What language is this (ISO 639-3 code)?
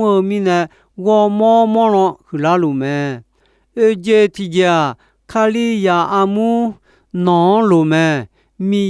ahk